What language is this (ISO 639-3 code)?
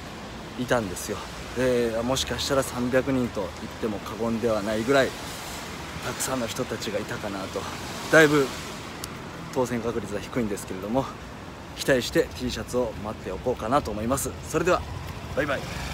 jpn